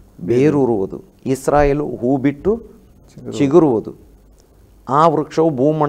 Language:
Kannada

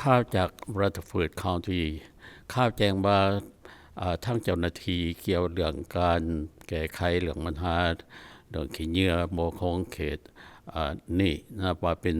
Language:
Lao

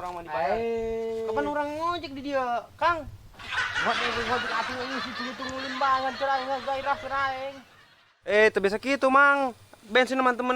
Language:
Sundanese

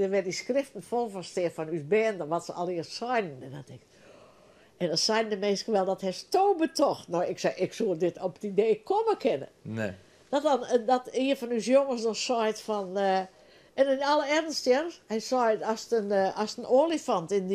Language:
Western Frisian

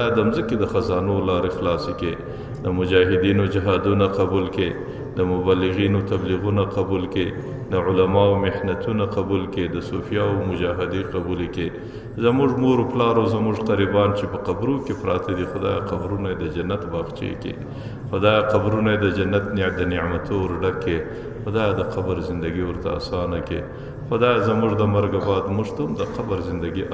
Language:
Pashto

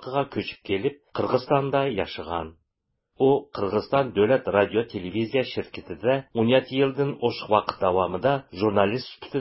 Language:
Uyghur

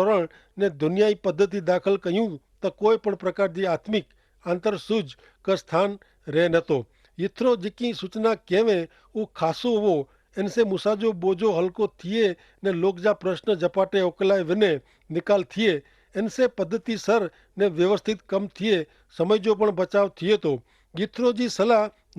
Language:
Kachhi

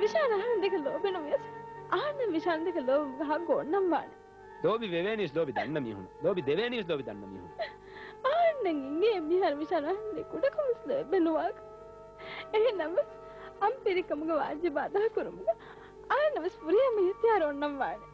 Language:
Divehi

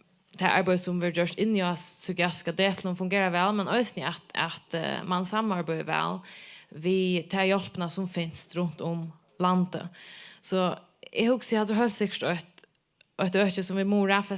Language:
Faroese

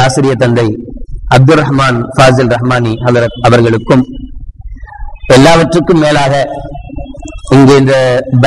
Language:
Tamil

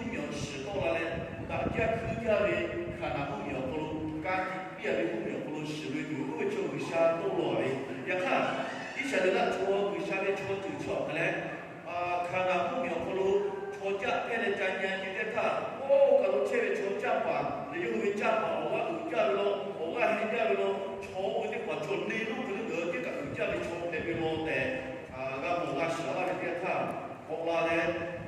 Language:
Lahu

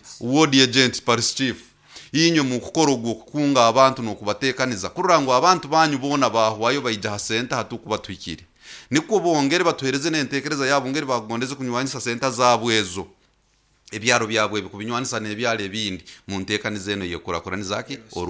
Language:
Nyoro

